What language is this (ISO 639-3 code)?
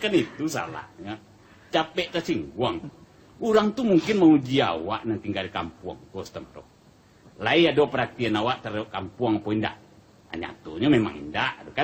min